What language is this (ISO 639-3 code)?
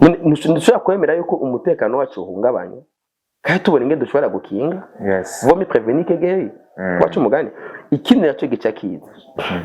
run